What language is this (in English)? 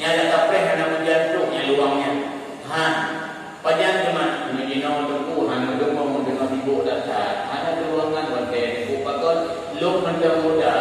Achinese